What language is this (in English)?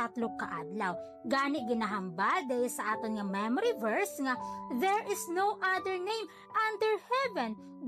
Hiligaynon